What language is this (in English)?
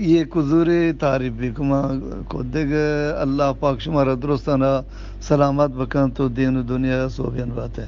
Eastern Balochi